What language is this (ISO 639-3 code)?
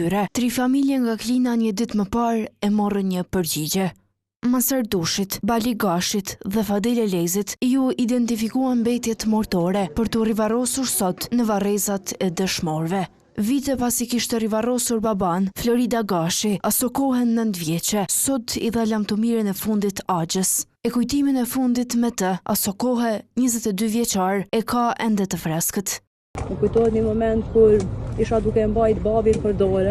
sqi